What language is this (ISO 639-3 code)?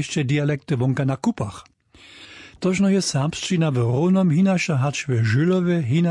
hsb